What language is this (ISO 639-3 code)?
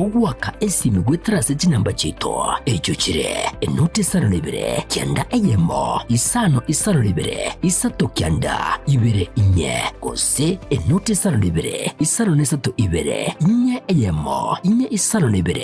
guz